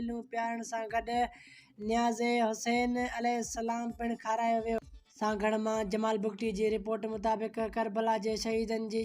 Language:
Sindhi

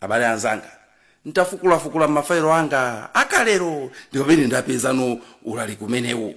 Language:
Nyanja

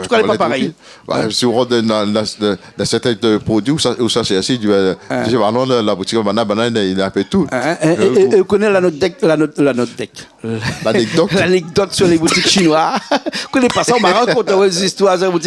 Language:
Réunion Creole French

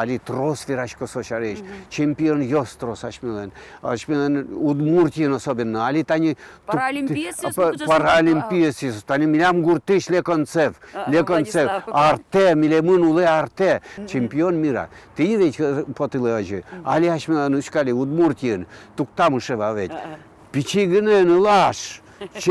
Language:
Udmurt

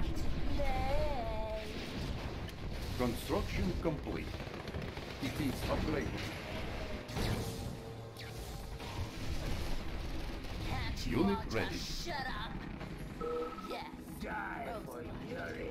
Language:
English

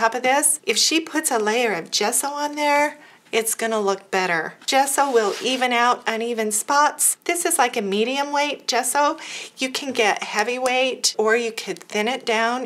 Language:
English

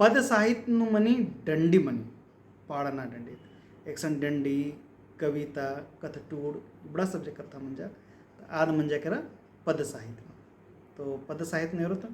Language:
Kurukh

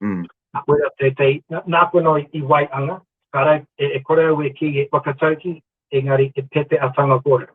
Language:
Māori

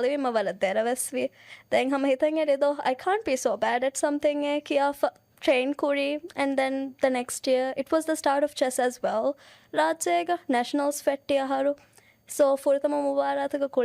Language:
Divehi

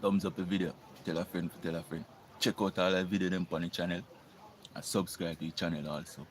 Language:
Jamaican Creole English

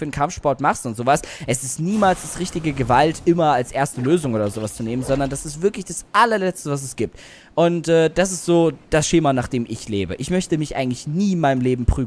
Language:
German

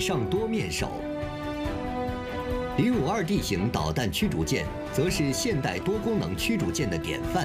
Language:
Chinese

